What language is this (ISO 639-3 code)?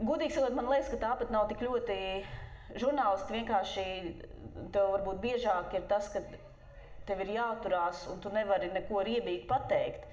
lav